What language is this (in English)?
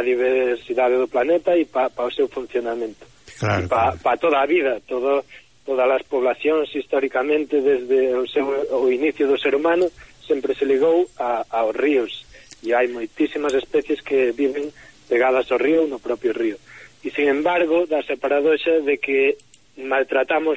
Galician